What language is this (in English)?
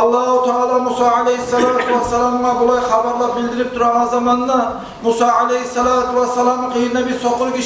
Kumyk